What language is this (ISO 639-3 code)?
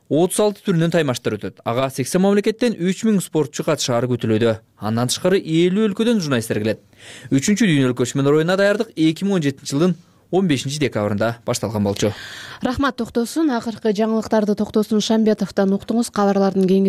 kir